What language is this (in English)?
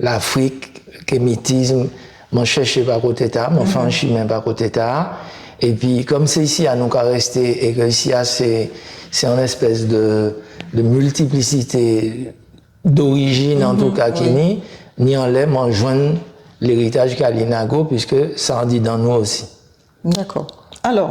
Guadeloupean Creole French